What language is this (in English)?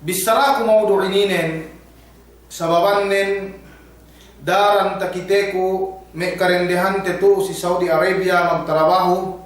Yakan